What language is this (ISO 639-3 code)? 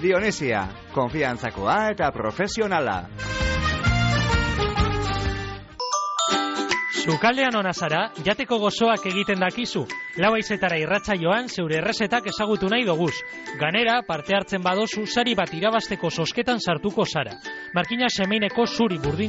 eus